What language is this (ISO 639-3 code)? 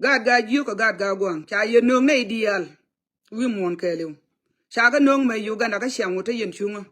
nus